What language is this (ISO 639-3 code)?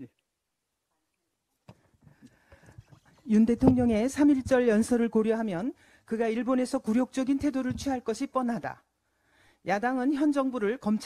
kor